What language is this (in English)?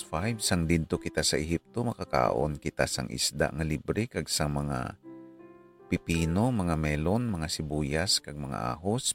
Hiligaynon